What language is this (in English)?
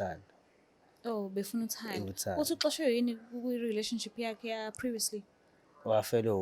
Zulu